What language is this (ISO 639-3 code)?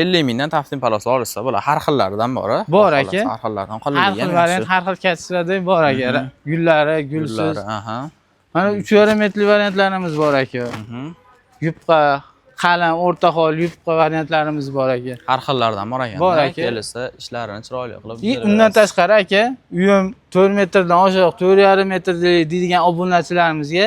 uzb